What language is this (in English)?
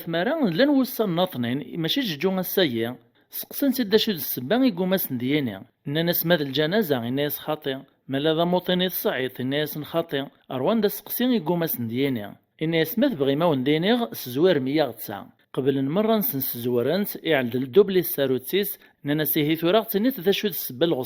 Kabyle